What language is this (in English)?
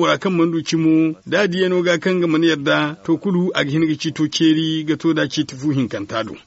Zarma